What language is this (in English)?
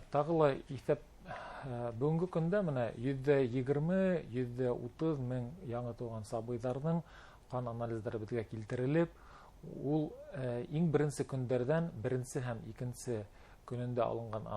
Bashkir